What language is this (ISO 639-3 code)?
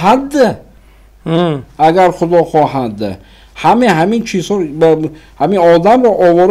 tgk